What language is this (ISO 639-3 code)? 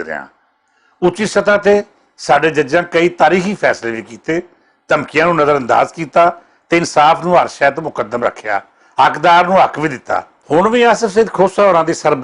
lah